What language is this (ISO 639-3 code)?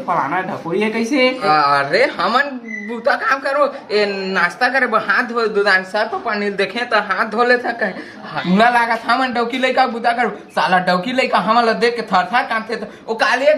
hne